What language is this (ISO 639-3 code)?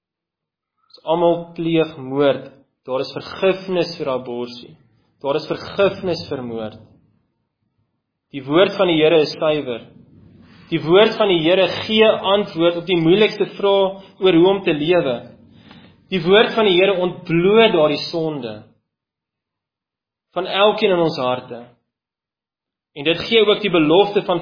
afr